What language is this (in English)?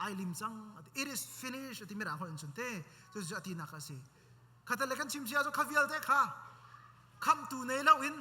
Hakha Chin